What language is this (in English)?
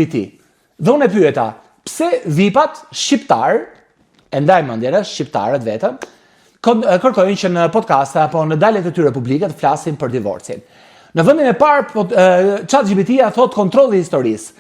Albanian